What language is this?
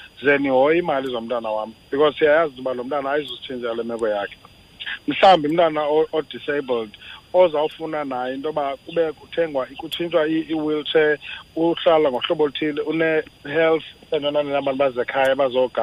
Xhosa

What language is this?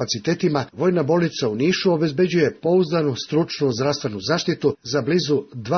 Serbian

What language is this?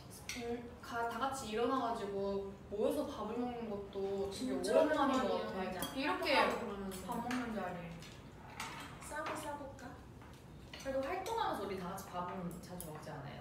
Korean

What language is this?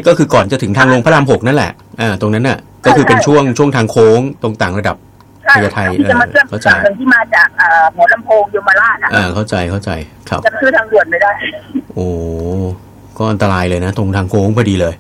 Thai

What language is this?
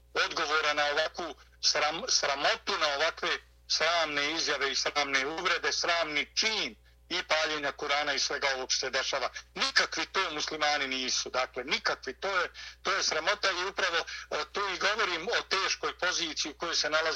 Bosnian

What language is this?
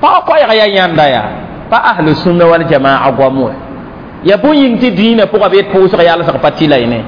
Mossi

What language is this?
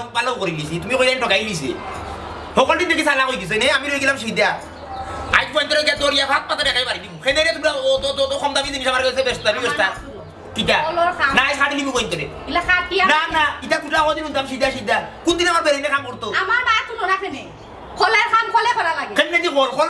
Sylheti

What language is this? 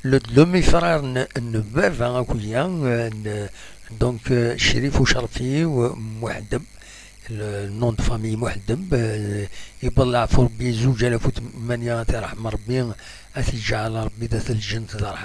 Kabyle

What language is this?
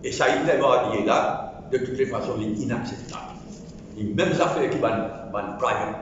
Morisyen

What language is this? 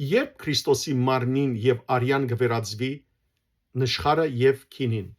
Western Armenian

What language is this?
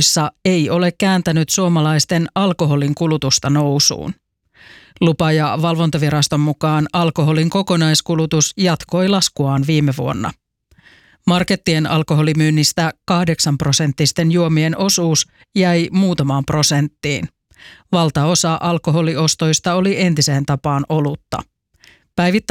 Finnish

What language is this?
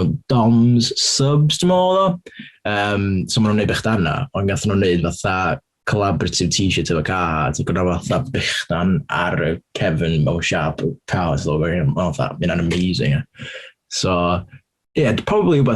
Welsh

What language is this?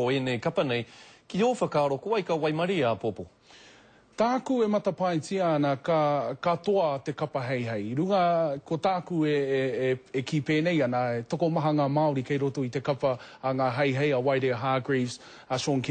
Māori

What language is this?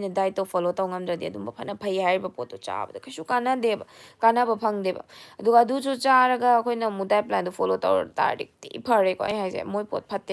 Manipuri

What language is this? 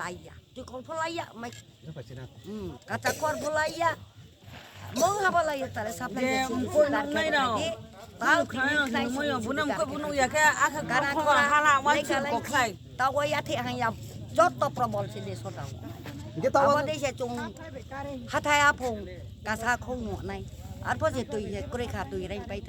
Riang (India)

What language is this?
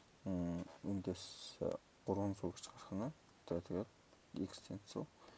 Mongolian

